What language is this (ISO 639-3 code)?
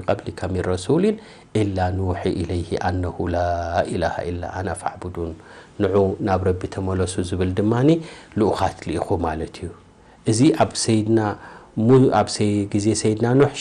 tir